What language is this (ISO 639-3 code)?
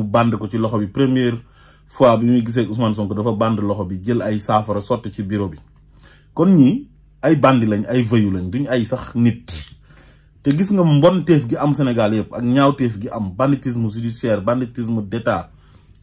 wol